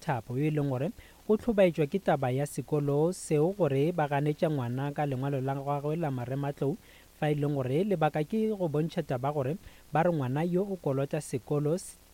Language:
Northern Sotho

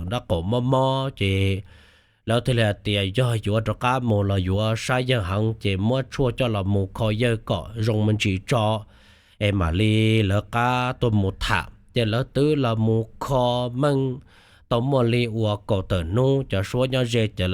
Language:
Hmong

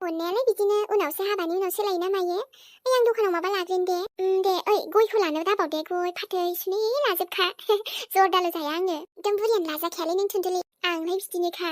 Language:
Bodo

